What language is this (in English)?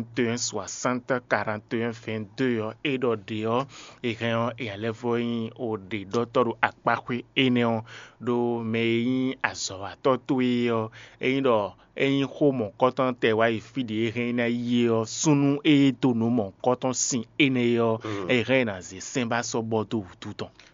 Fon